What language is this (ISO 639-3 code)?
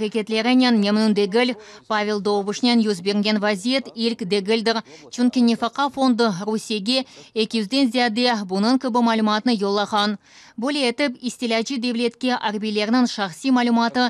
crh